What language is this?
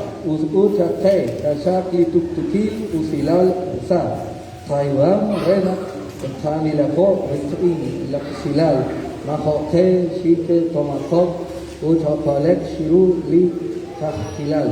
Kekchí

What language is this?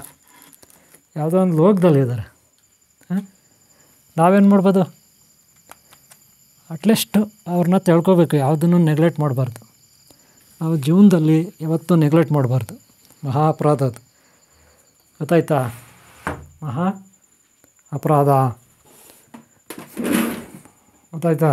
Kannada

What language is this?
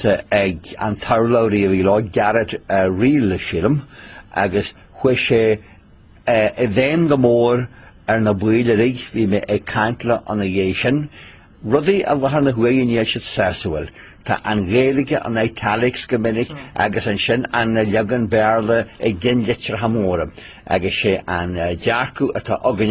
Irish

